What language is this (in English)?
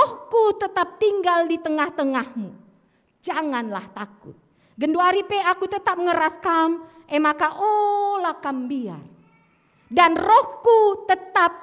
Batak Karo